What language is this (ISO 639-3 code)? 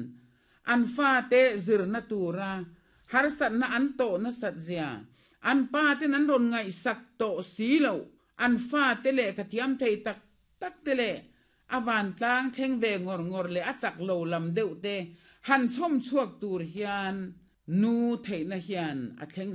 lus